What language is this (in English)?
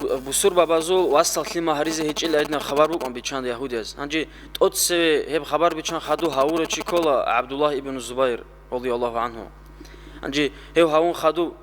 Avaric